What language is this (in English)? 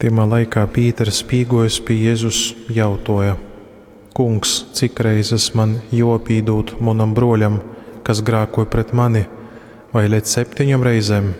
Latgalian